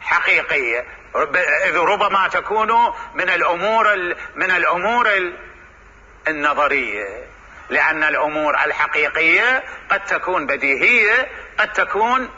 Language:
Mesopotamian Arabic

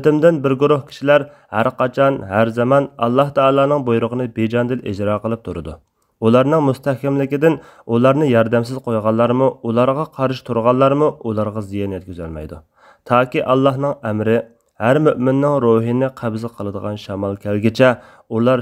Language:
Uyghur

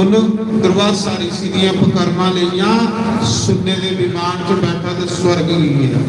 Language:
Dogri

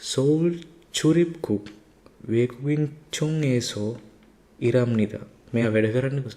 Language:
Sinhala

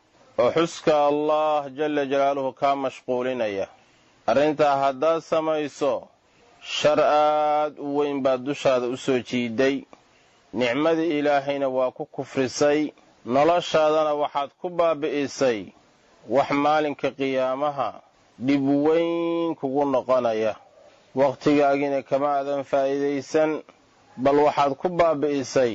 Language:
Somali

